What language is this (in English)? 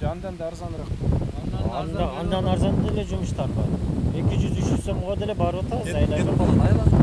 Kyrgyz